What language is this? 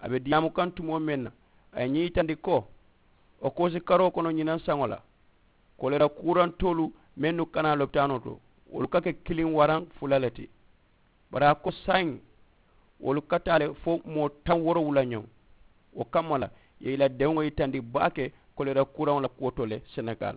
Mandingo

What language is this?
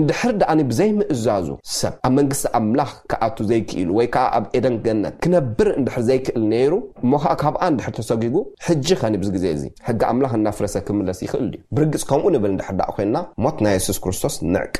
Tigrinya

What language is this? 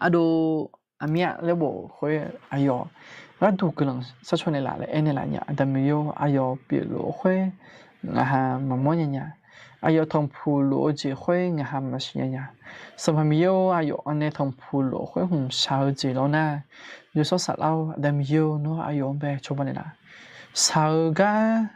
Akha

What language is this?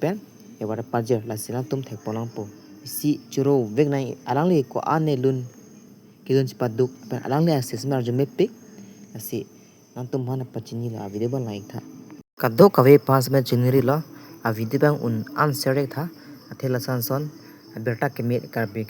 Karbi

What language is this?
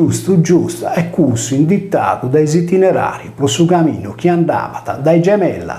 Sardinian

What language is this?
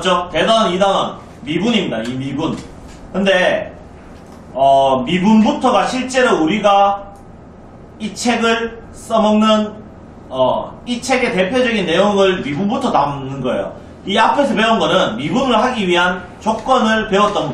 Korean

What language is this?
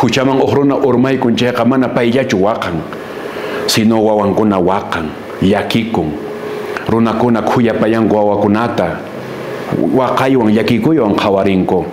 Quechua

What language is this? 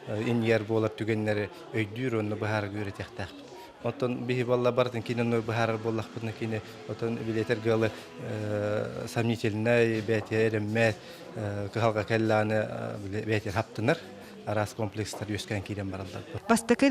Yakut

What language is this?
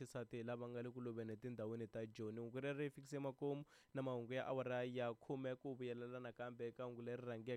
Tsonga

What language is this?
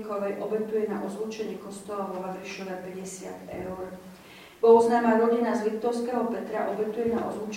Slovak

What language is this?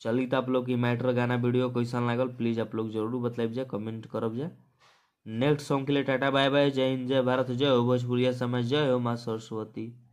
Bhojpuri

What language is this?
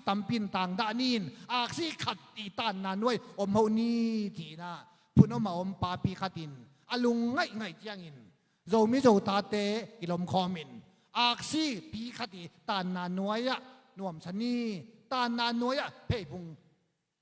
Tedim Chin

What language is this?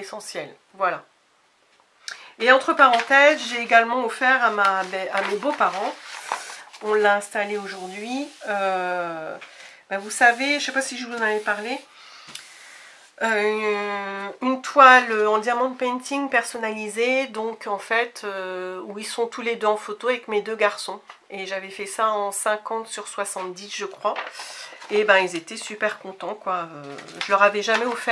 French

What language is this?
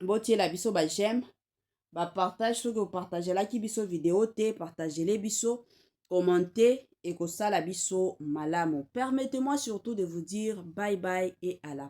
Lingala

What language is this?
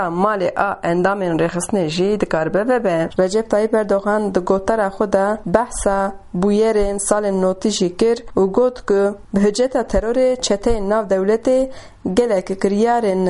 Kurdish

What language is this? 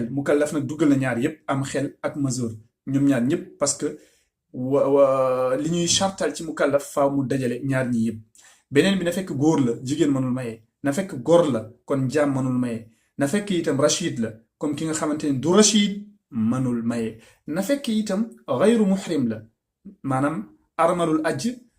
Wolof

